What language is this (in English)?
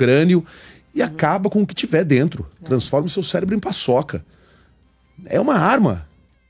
Portuguese